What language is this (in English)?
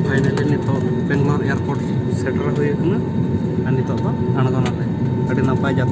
Santali